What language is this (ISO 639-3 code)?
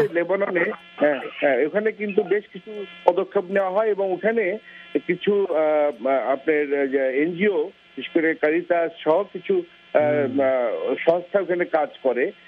ben